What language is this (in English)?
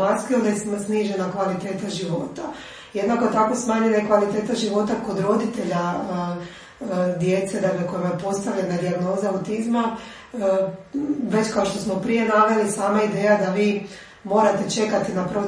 Croatian